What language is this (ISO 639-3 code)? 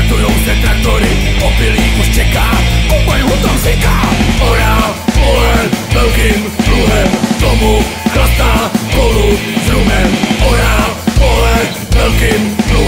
ces